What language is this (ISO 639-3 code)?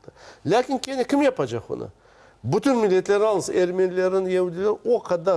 crh